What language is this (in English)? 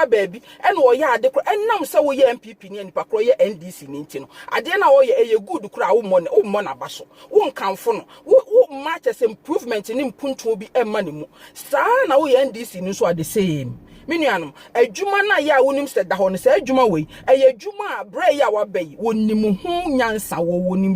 Akan